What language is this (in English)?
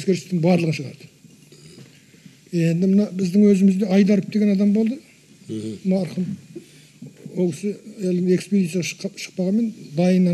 Kazakh